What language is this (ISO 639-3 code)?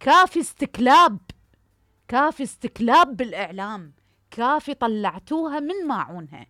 acm